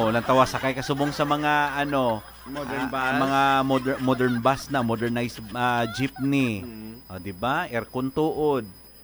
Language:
Hiligaynon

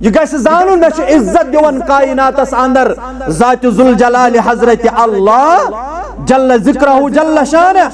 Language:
Kashmiri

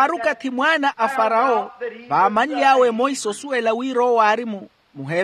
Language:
Makhuwa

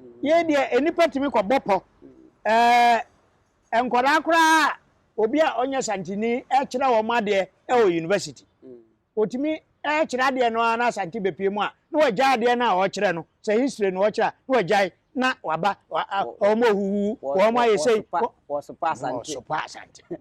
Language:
Akan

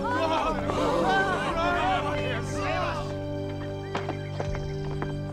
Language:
Serbian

